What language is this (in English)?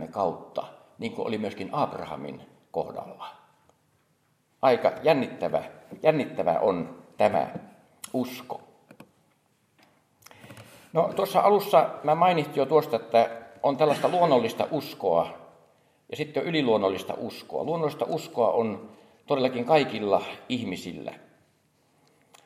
Finnish